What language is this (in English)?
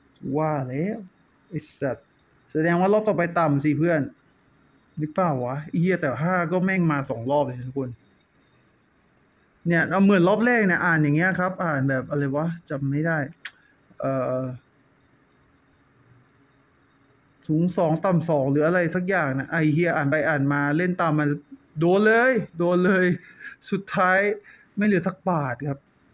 Thai